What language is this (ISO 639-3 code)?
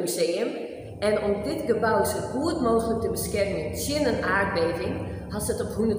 fry